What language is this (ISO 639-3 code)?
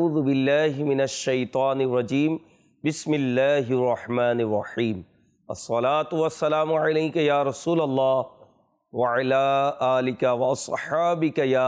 ben